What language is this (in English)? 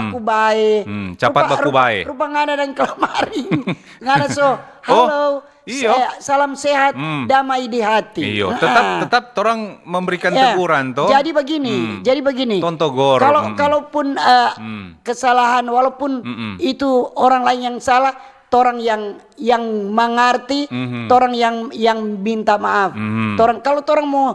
Manado Malay